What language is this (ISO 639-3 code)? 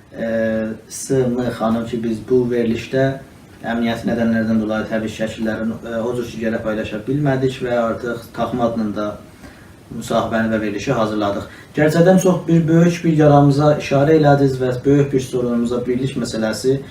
azb